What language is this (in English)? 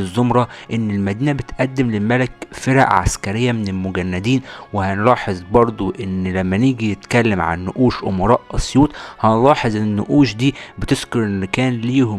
Egyptian Arabic